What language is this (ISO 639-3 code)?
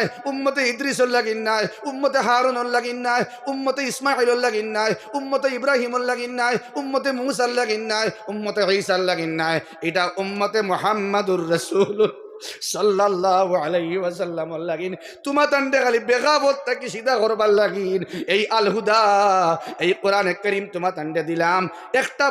syl